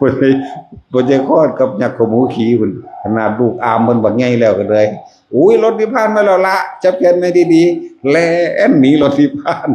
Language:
Northeastern Thai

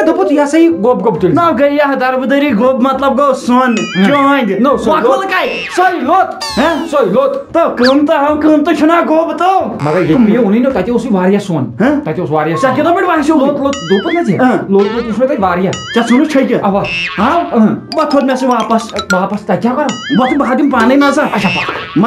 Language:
Kashmiri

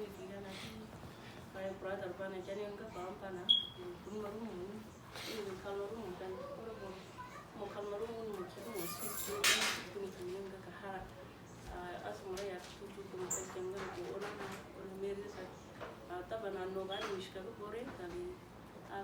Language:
Uduk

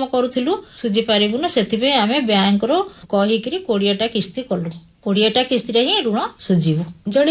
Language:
Odia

